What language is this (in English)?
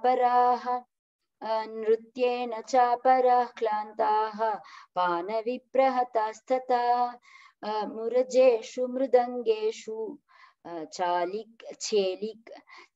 Sanskrit